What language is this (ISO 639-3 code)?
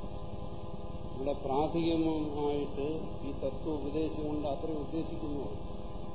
mal